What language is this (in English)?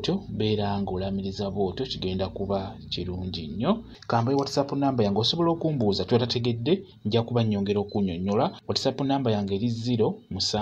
Ganda